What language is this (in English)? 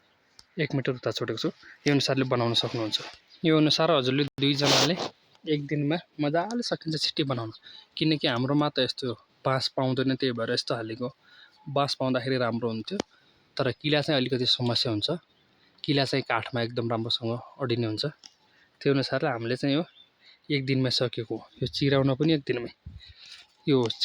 Nepali